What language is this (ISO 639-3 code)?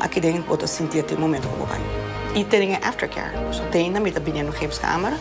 pap